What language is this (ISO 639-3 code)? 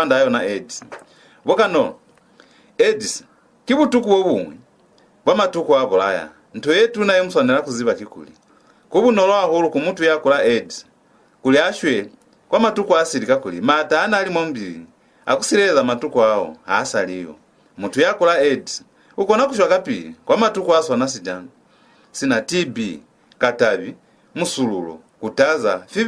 loz